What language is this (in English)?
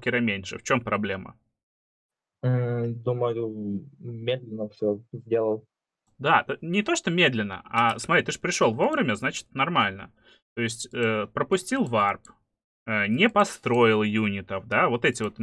Russian